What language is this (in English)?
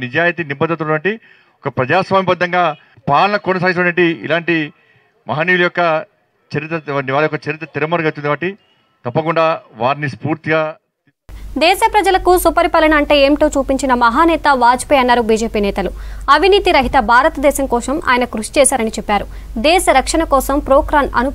Telugu